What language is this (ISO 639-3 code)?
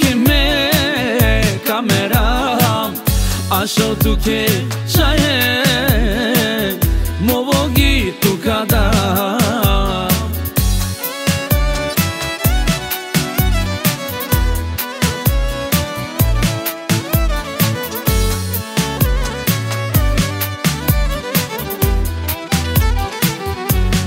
bul